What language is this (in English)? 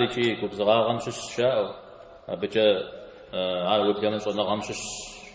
Kabardian